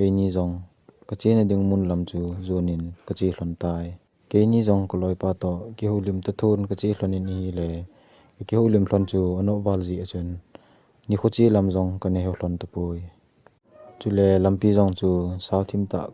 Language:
Thado Chin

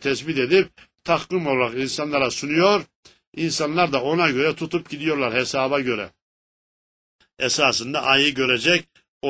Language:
Turkish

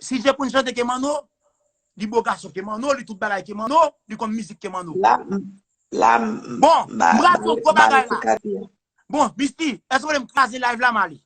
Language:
Haitian Creole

